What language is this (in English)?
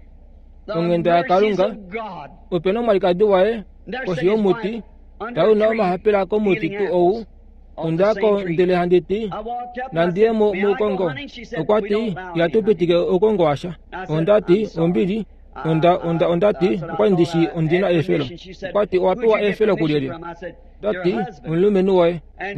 Kuanyama